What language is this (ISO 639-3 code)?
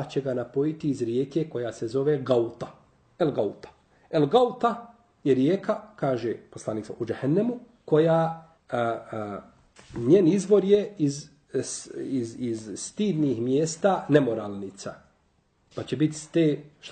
bos